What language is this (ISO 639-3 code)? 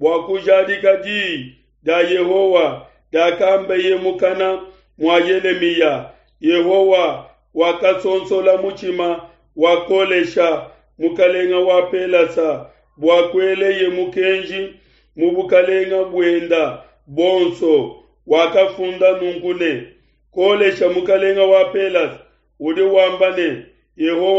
lua